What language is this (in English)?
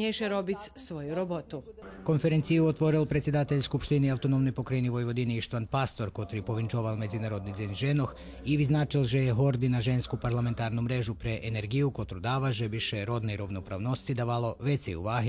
Rusyn